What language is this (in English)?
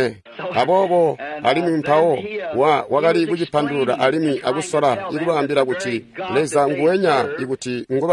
Tonga (Zambia)